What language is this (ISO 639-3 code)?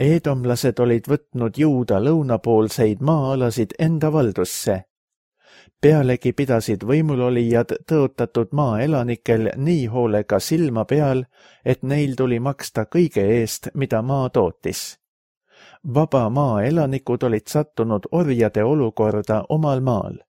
est